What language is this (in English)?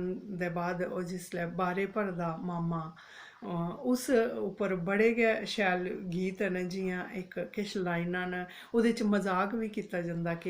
Dogri